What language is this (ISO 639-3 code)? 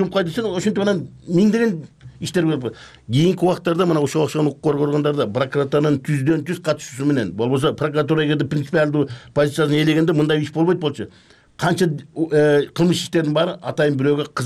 kir